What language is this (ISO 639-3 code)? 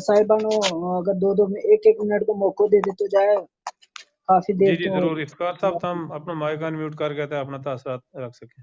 gju